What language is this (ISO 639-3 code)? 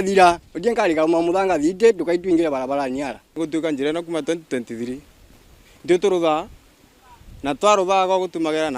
mer